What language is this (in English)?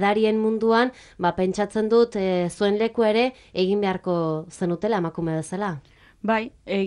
Basque